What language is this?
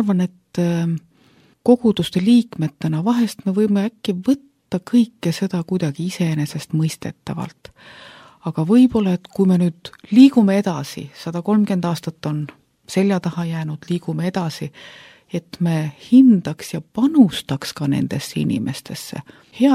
Estonian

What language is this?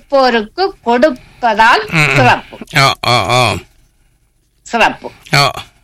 Tamil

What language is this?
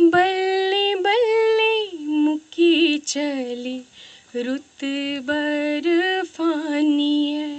Dogri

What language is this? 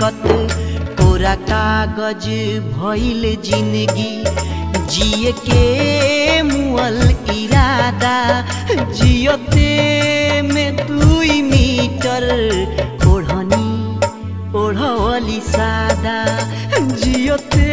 Bhojpuri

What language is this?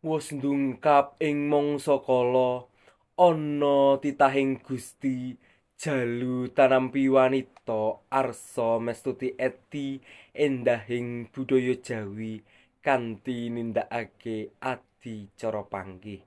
Javanese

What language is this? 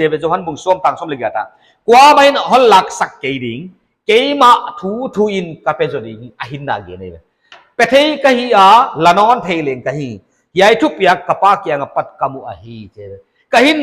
Paite Chin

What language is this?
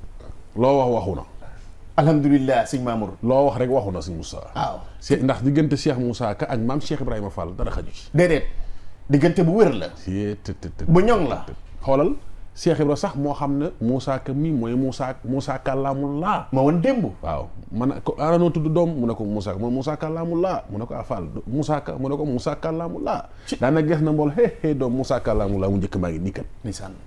Wolof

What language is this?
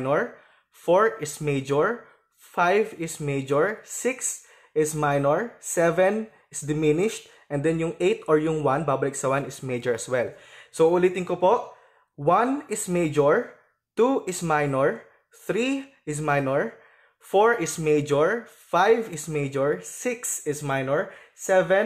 Filipino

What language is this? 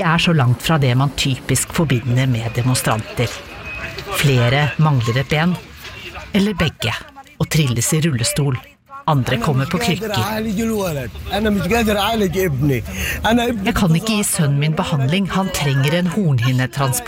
Norwegian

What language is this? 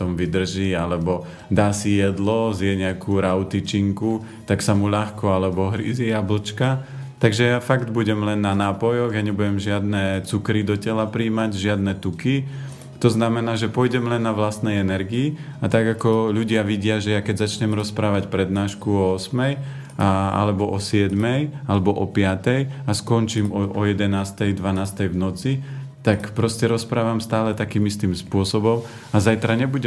Slovak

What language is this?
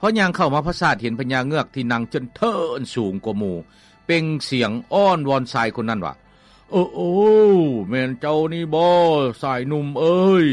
Lao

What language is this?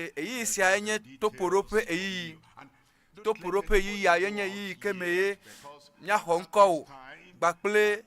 Ewe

